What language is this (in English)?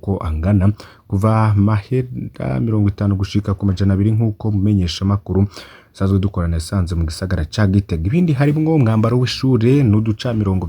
Rundi